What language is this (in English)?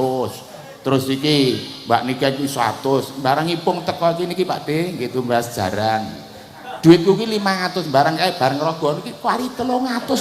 Javanese